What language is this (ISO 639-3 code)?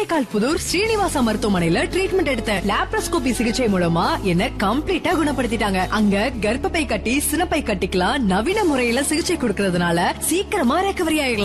tam